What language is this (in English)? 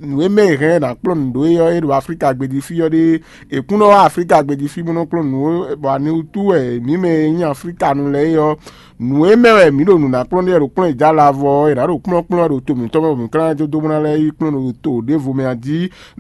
Fon